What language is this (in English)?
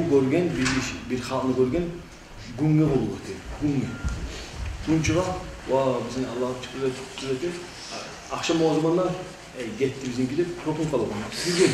Kumyk